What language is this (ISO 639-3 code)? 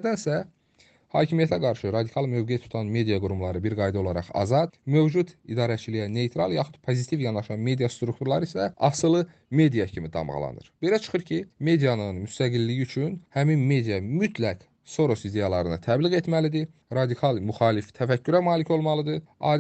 aze